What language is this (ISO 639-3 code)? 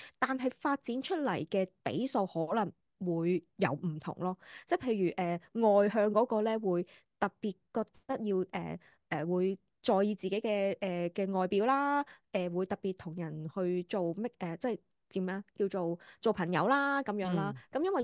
yue